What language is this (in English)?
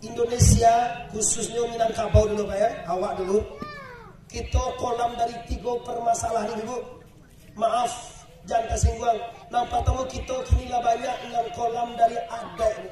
Minangkabau